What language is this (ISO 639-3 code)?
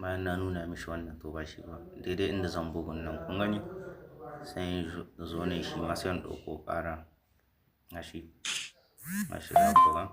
hau